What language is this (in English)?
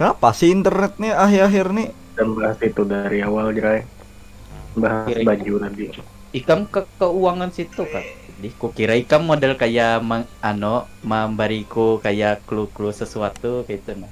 Banjar